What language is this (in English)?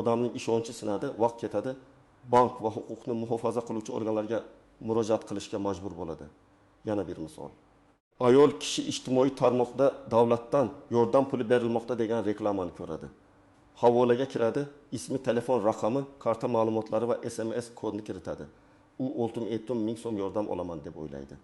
Uzbek